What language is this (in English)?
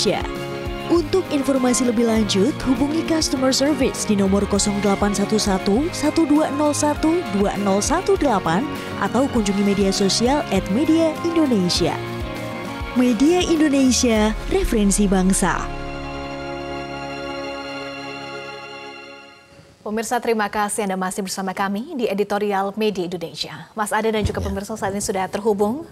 Indonesian